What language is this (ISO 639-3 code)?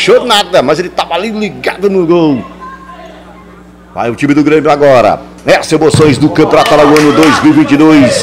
por